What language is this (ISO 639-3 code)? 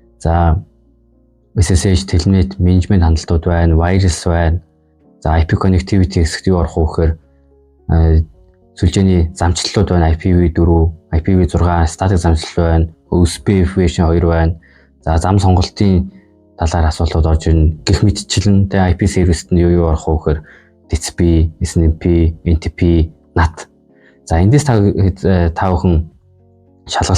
mon